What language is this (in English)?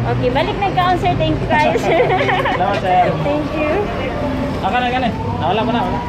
Cebuano